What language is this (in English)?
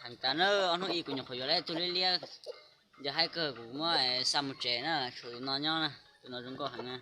Hmong